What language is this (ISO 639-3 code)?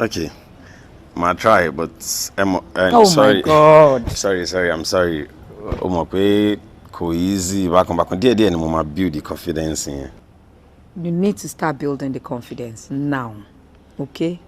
yor